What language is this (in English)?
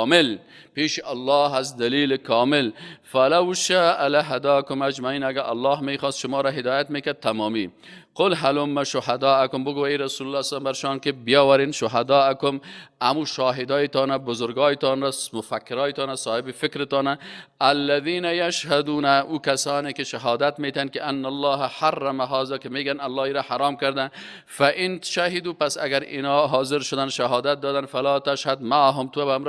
Persian